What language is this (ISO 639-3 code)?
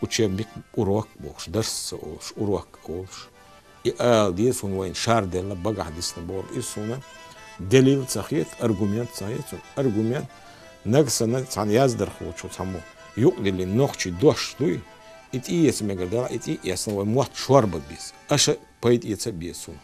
che